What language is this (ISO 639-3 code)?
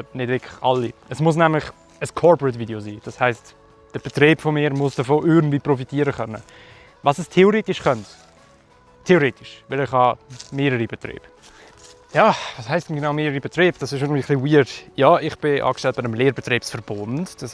gsw